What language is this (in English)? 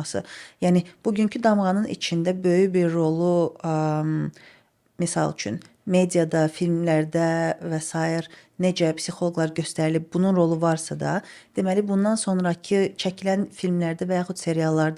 Azerbaijani